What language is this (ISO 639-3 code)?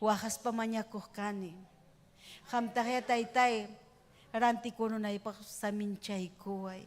quy